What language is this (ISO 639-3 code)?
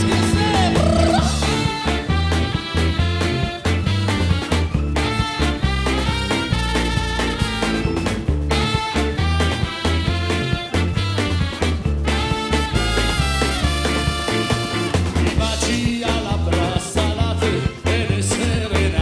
ita